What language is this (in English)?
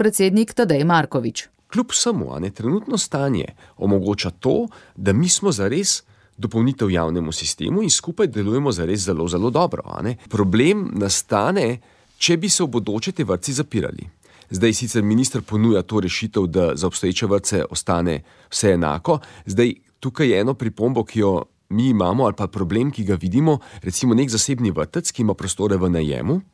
Slovenian